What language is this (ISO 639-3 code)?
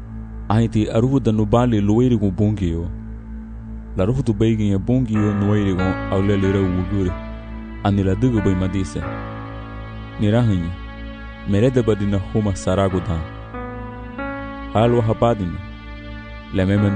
cab